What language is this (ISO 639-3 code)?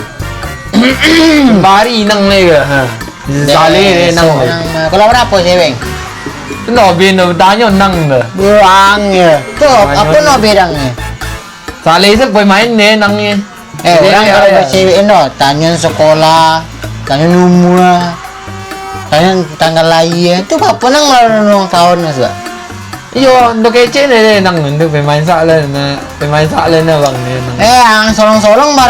min